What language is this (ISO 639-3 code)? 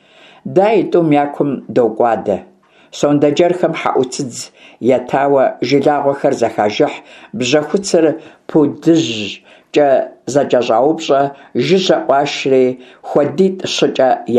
kbd